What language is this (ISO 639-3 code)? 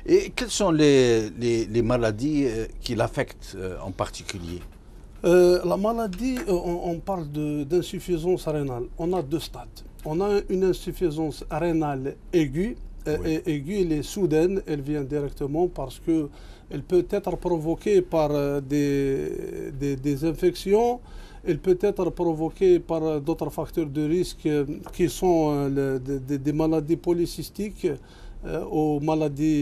fra